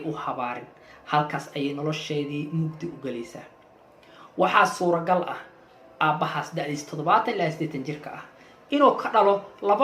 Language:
Somali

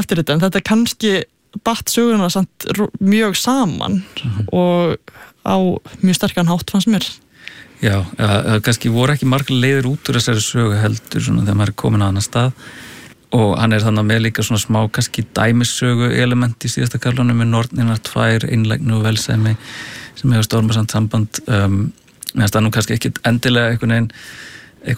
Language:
Icelandic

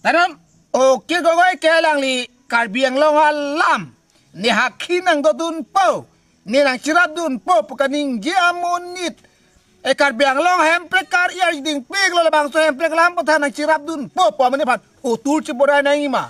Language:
Karbi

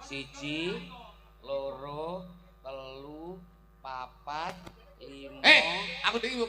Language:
Javanese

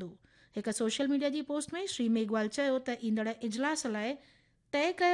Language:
Sindhi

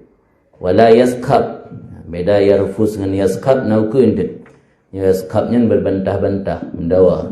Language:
Achinese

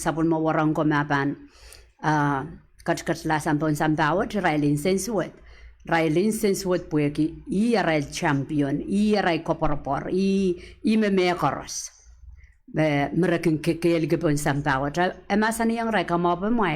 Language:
Pohnpeian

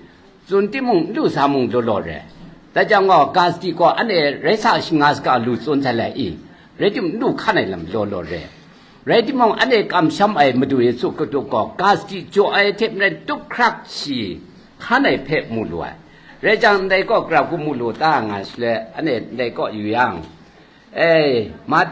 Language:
Kachin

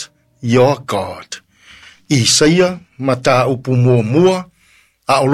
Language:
Samoan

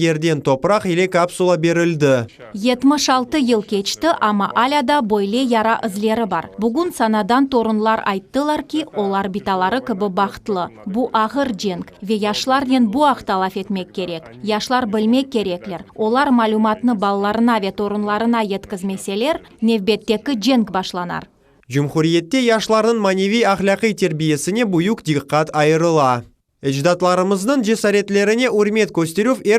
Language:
Crimean Tatar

